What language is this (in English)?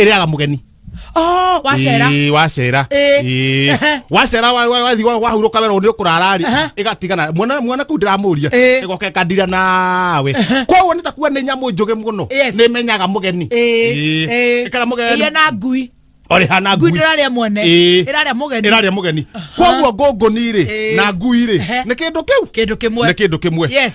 Kikuyu